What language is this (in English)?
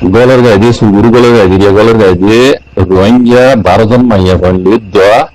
Rohingya